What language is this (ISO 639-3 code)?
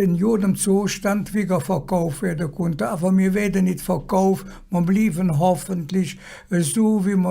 ksh